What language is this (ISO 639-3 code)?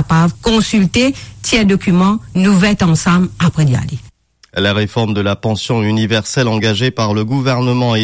mfe